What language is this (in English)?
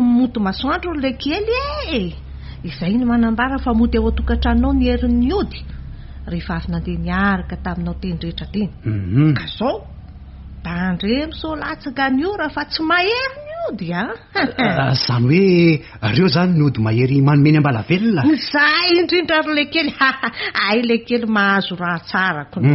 Malagasy